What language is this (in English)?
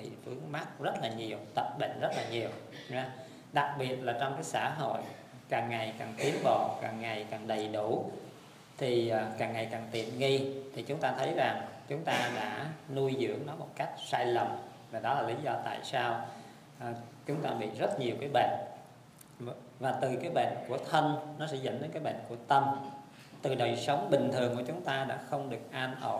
Vietnamese